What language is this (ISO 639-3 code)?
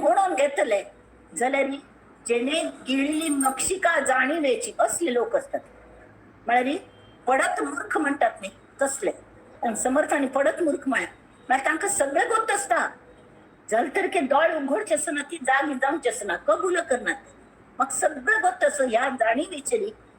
kok